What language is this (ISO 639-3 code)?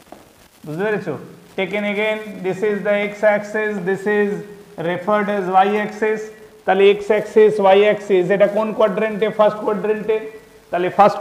ben